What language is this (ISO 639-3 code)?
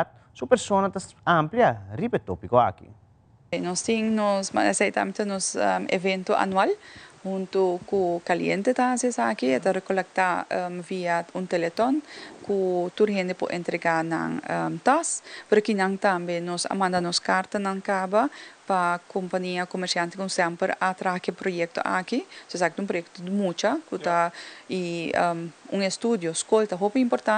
pap